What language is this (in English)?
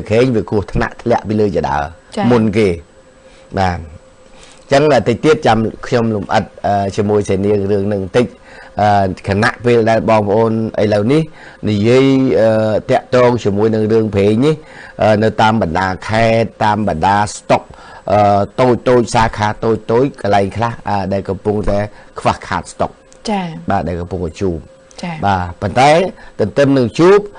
Khmer